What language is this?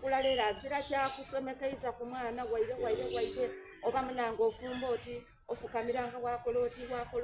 Soga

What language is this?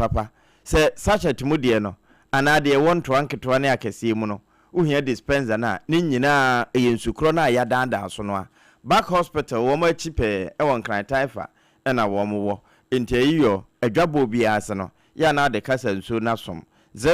Akan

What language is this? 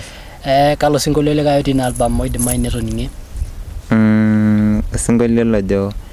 Masai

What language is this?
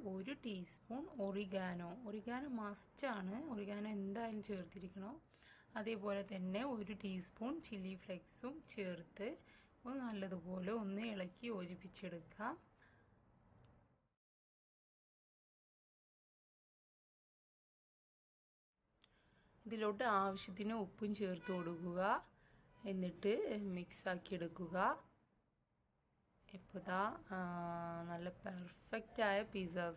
Malayalam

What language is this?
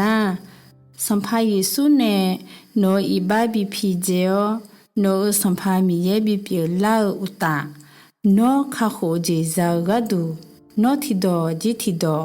Akha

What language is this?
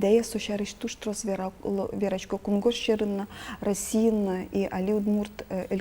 Udmurt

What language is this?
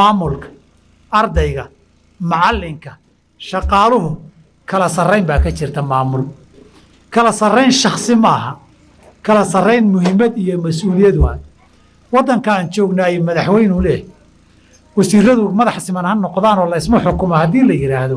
Somali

